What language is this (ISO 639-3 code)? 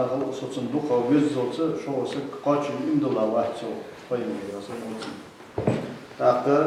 inh